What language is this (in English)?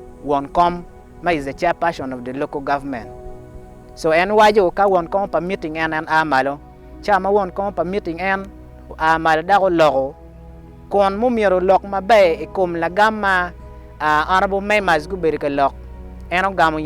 Acoli